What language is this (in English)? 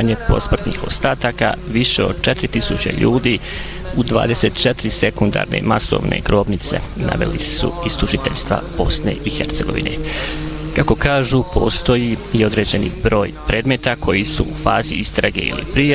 Bosnian